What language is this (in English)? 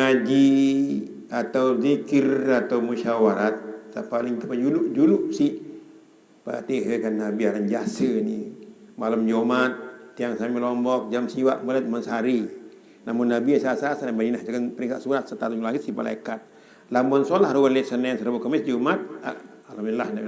Sasak